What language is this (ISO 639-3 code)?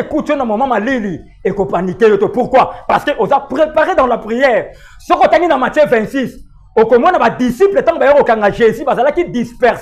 lin